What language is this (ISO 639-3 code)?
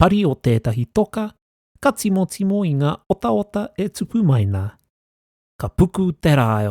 mri